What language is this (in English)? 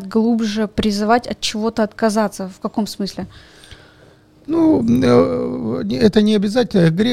Russian